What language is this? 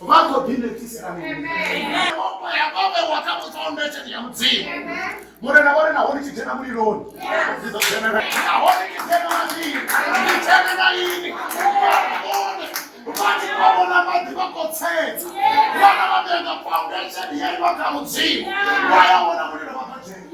Venda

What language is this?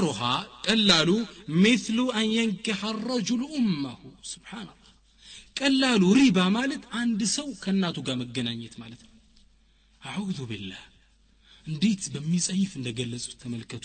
Amharic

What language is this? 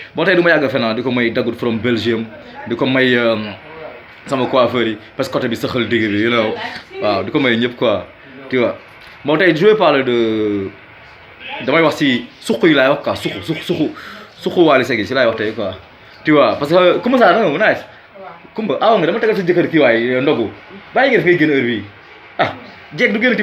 Wolof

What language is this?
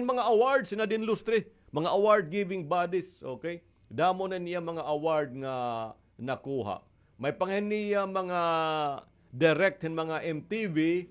Waray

